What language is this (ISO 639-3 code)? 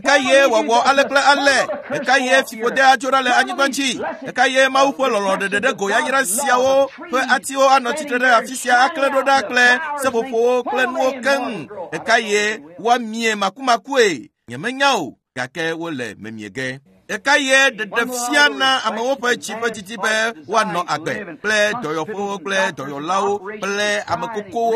ewe